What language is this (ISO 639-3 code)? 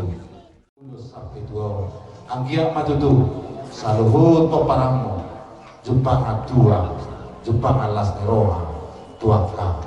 bbc